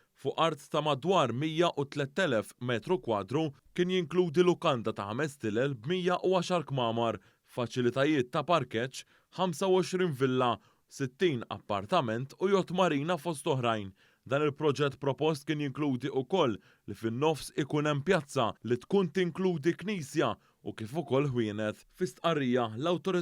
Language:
Maltese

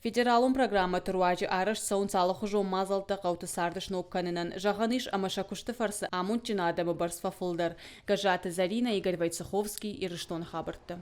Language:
Ossetic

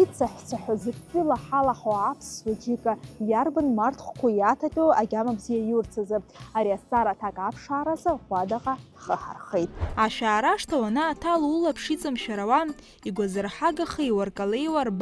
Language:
Abkhazian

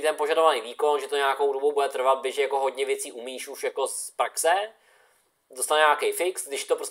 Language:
Czech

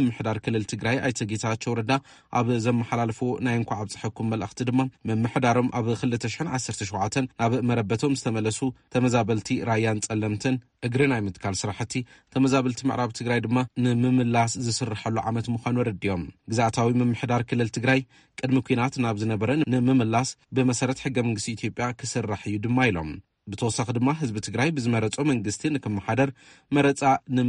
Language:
Tigrinya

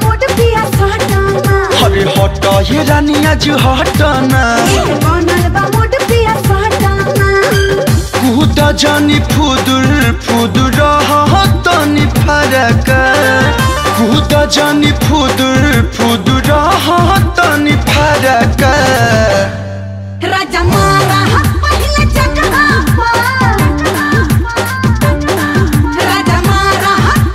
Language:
Bhojpuri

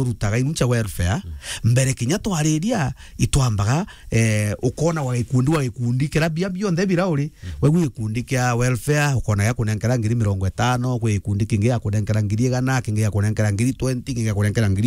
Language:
Meru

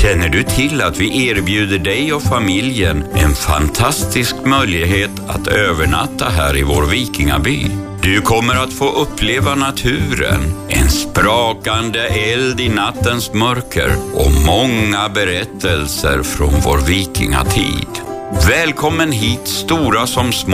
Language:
Swedish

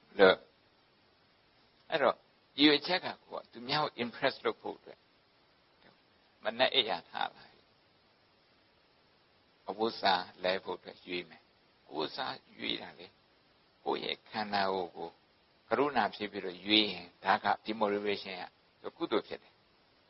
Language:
Burmese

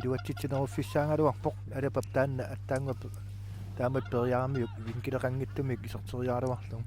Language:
Kalaallisut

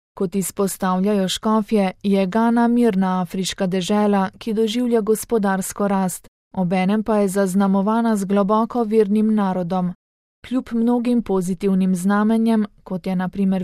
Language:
Slovenian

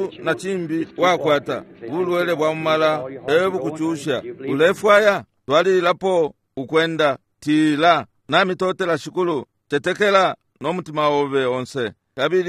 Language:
Bemba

